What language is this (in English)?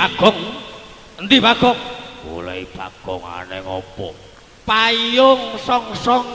Javanese